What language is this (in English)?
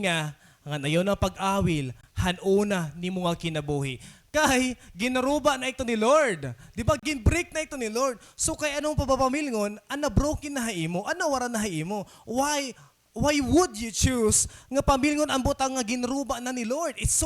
Waray